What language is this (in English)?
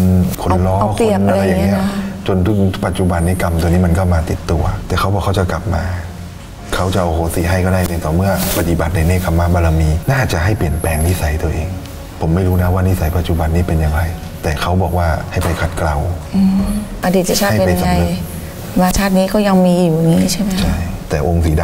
Thai